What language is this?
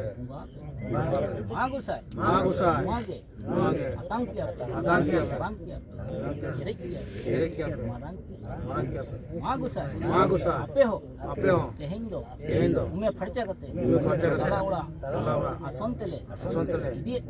Santali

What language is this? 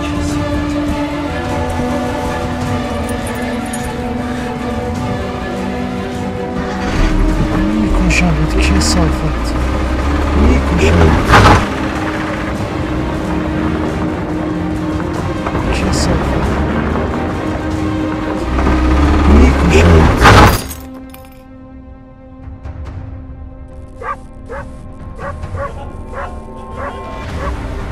Persian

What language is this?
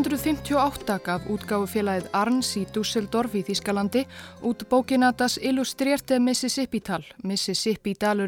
Icelandic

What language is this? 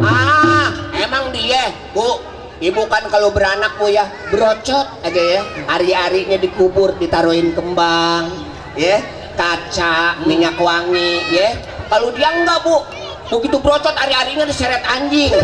Betawi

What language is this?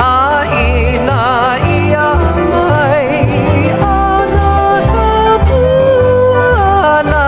Hawaiian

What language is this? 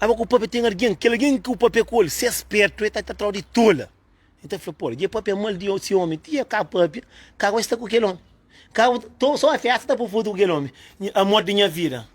Kabuverdianu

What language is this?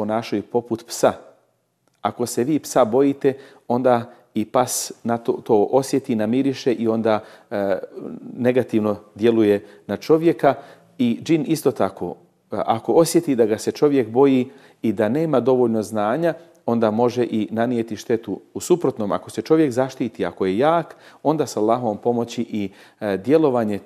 Bosnian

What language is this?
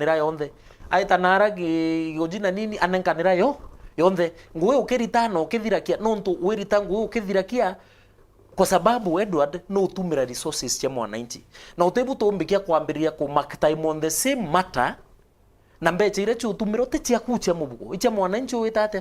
Meru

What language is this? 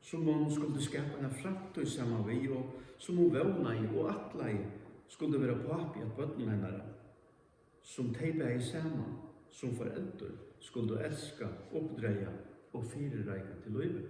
Faroese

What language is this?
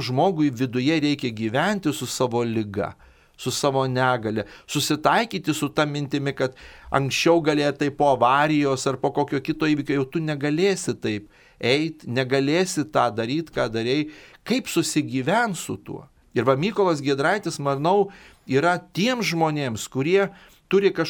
Lithuanian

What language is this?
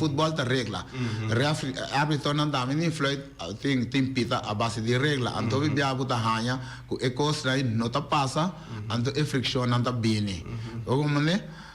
Papiamento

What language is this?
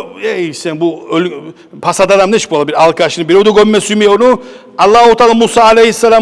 Kumyk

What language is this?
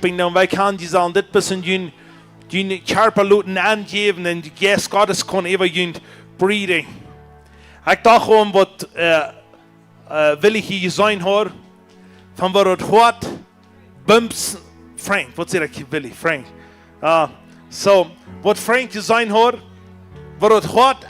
Plautdietsch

